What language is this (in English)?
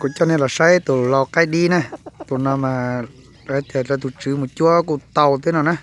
Hmong